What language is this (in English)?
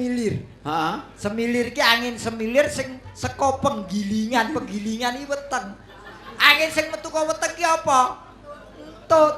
Javanese